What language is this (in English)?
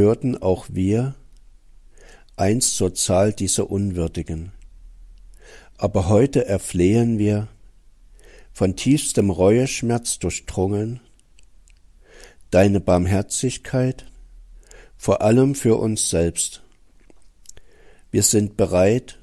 German